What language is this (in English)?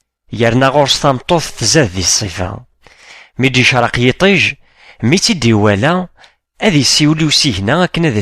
Kabyle